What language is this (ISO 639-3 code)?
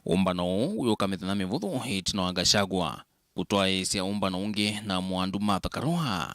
kam